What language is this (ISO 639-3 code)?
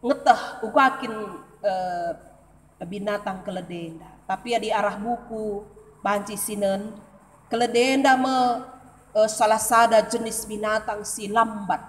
btx